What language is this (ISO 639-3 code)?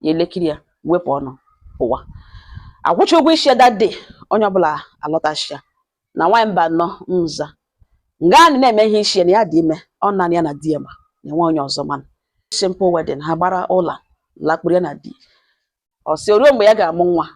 ibo